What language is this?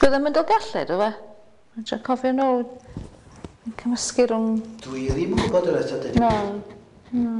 Welsh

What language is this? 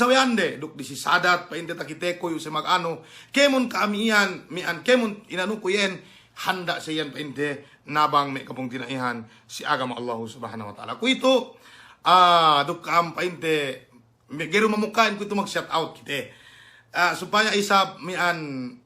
Yakan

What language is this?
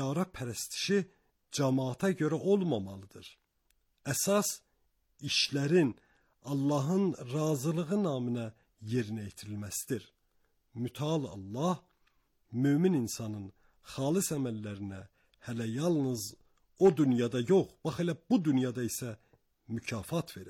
Azerbaijani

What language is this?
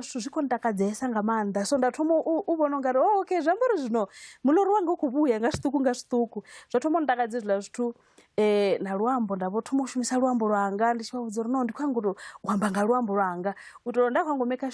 Venda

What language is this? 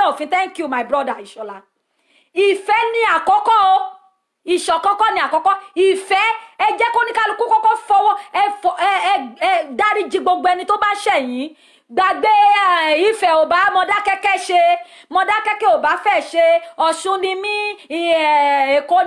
Yoruba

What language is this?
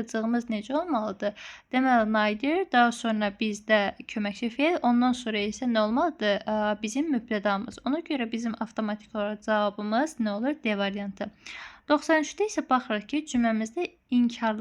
Azerbaijani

